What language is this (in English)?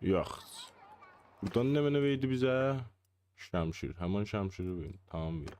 South Azerbaijani